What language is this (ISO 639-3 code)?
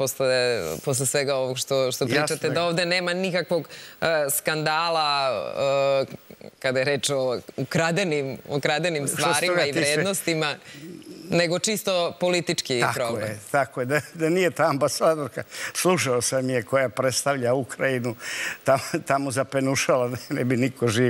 srp